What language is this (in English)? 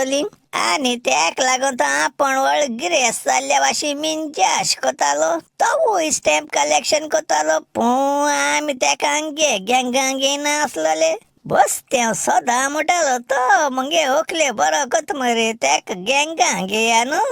Konkani